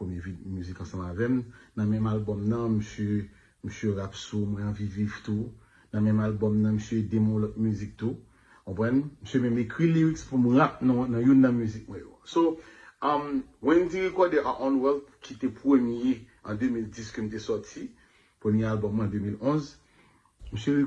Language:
Haitian Creole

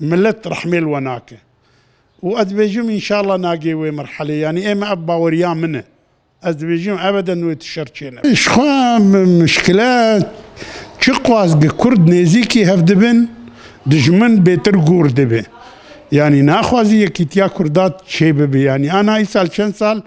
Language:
Kurdish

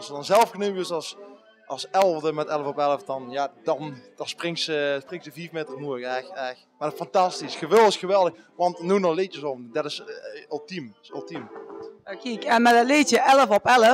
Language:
Limburgish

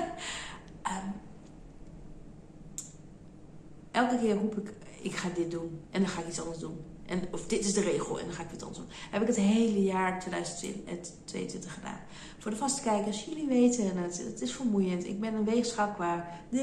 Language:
Dutch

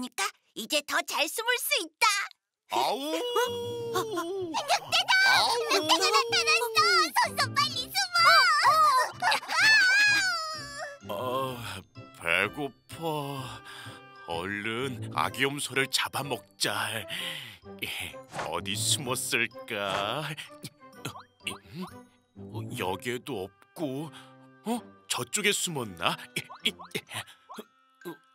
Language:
Korean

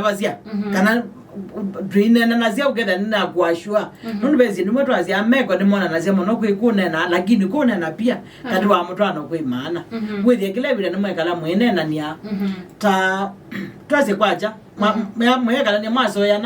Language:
Kamba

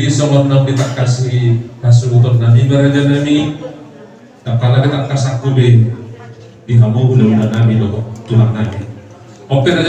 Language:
Batak Toba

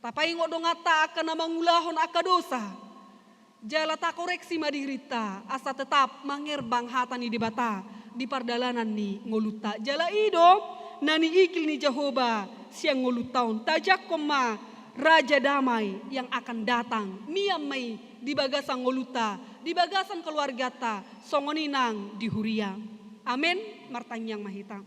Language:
Batak Toba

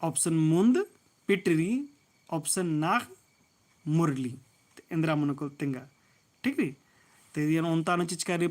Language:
Kurukh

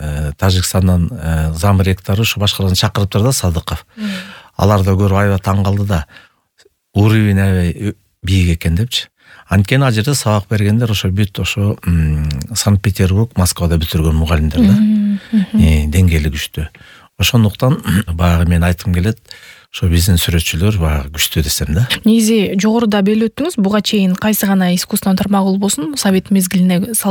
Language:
Kyrgyz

